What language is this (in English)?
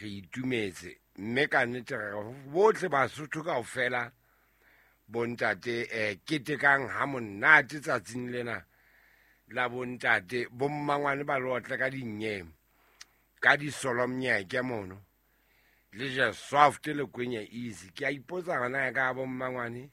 Southern Sotho